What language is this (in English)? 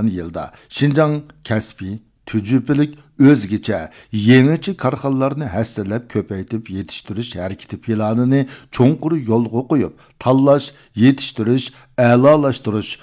Uyghur